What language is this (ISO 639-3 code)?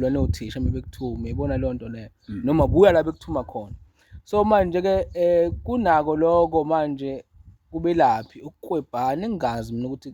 zul